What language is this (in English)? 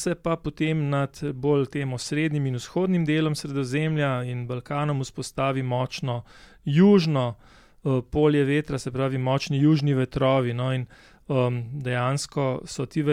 Slovenian